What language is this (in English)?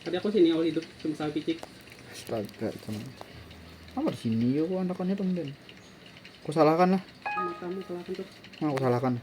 Banjar